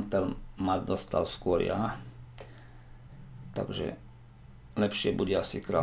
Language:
Slovak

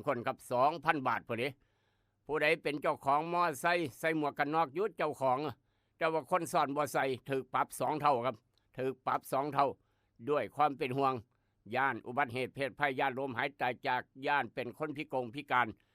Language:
Lao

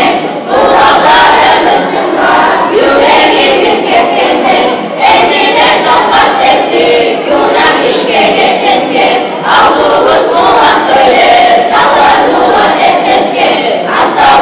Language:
Kumyk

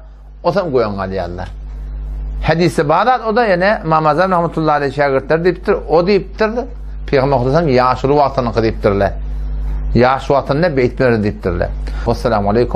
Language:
Turkmen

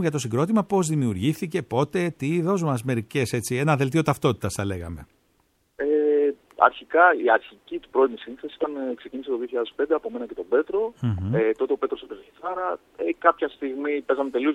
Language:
Greek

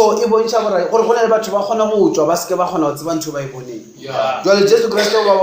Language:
Northern Sotho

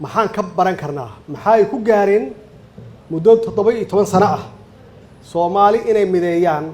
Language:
Somali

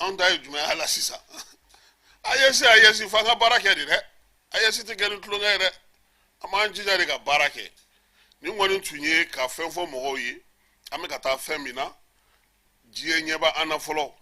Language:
Bambara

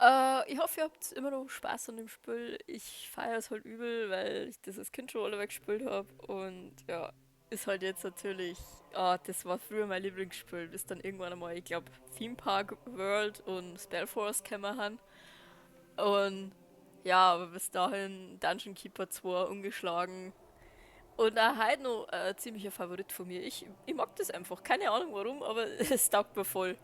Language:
Bavarian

